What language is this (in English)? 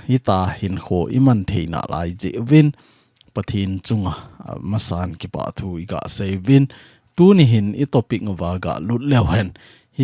Thado Chin